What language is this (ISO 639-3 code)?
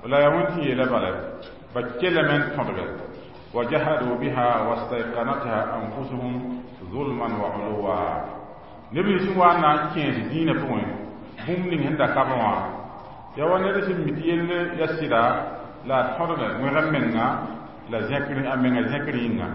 mos